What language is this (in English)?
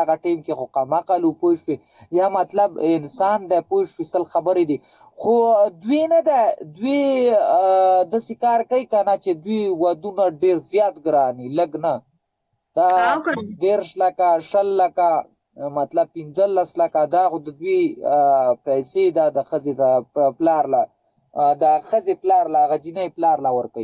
Pashto